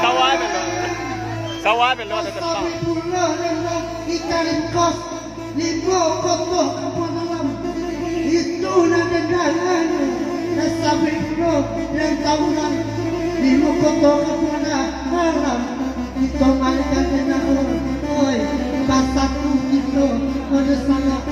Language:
Minangkabau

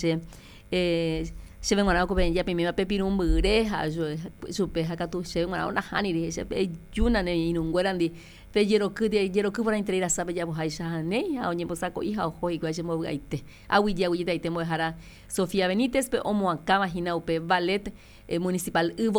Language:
Guarani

